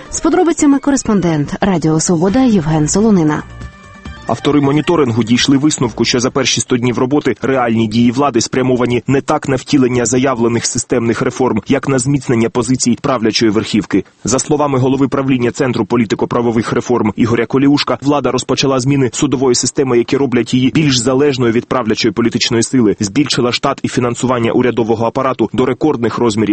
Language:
Ukrainian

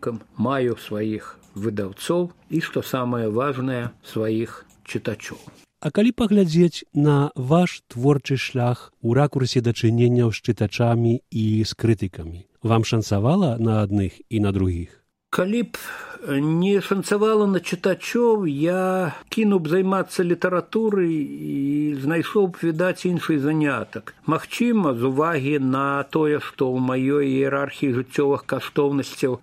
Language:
Belarusian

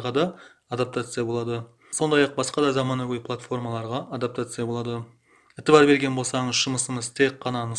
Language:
Kara-Kalpak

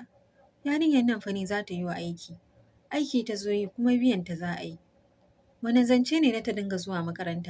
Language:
Hausa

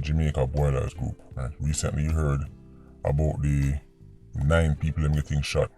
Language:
Jamaican Creole English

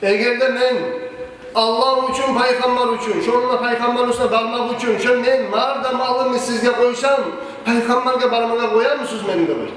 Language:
Kumyk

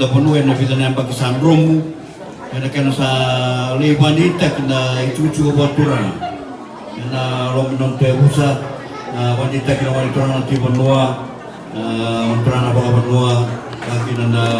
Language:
Fijian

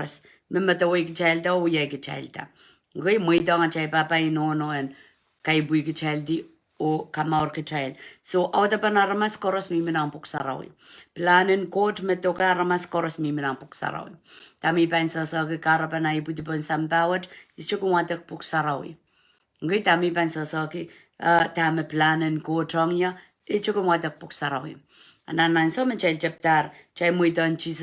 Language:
Pohnpeian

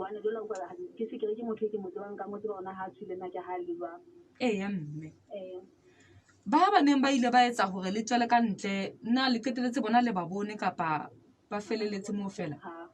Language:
Southern Sotho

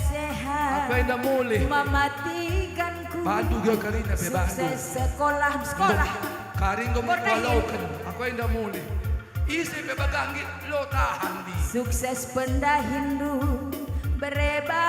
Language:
Batak Karo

